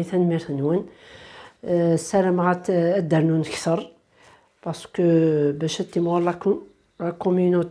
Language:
Kabyle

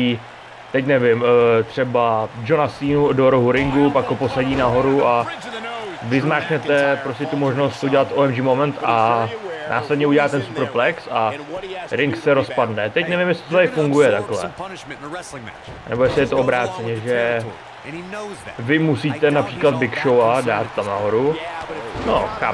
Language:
Czech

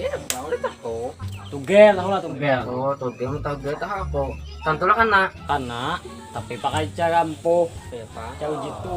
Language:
Banjar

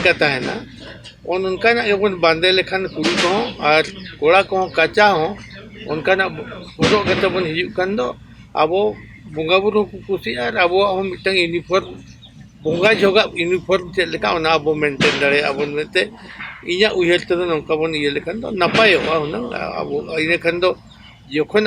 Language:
Santali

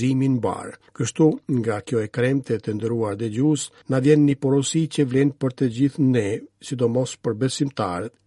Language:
Albanian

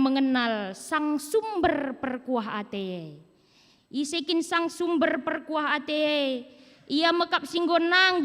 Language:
Batak Karo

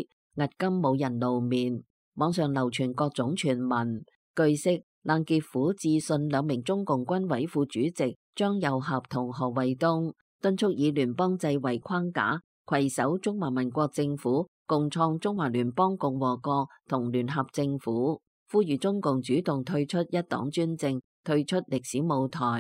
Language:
Cantonese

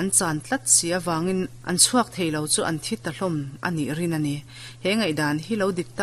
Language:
Mizo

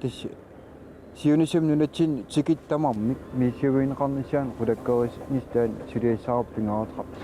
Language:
Kalaallisut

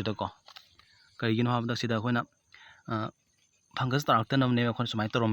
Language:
Manipuri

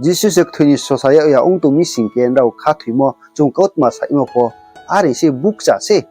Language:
Riang (India)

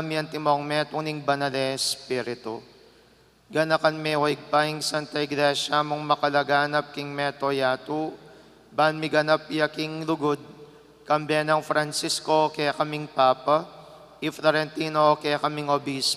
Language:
Pampanga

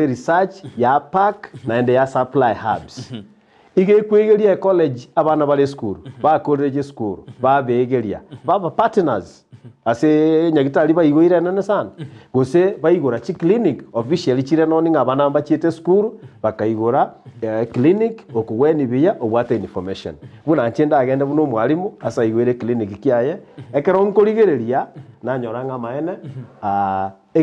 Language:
Gusii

